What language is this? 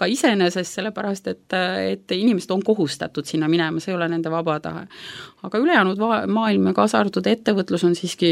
Estonian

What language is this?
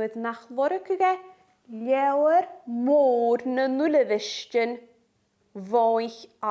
Scottish Gaelic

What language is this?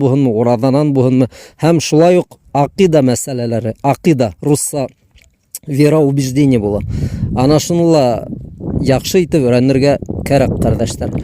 Bashkir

